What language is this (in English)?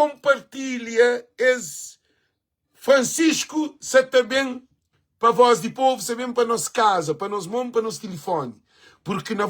Kabuverdianu